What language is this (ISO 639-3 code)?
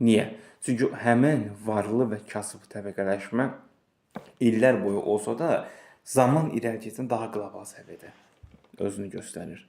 aze